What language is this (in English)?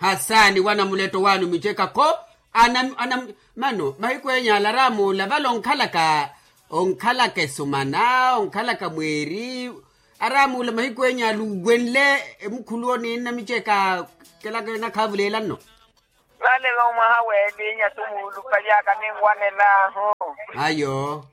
Makhuwa